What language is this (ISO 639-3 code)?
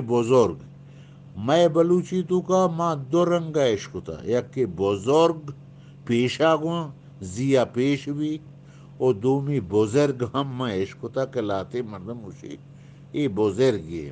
bgp